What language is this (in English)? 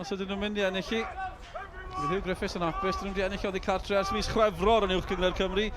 Welsh